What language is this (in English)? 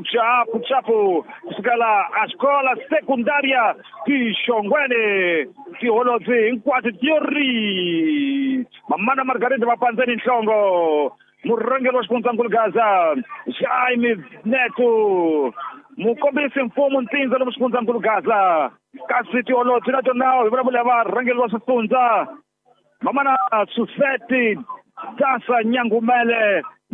Tsonga